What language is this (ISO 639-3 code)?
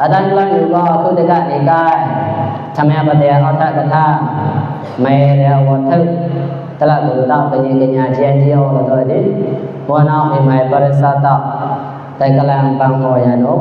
mnw